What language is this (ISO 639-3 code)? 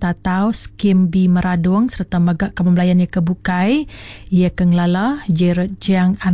iba